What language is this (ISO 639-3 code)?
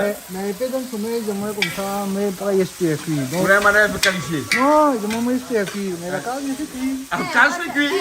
rcf